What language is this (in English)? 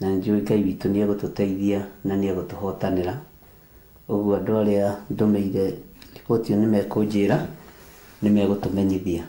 Kikuyu